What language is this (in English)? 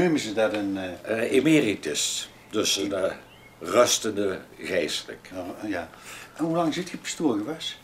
Limburgish